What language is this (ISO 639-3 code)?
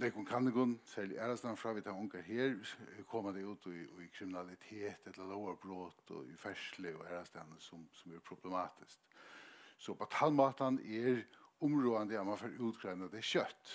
fao